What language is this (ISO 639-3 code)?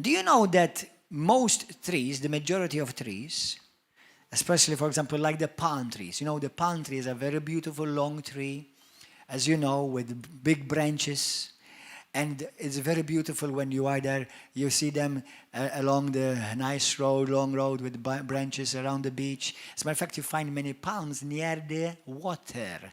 eng